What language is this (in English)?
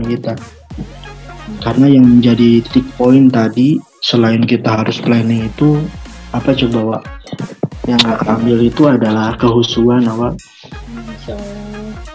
Indonesian